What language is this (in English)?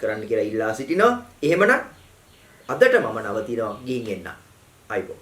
Sinhala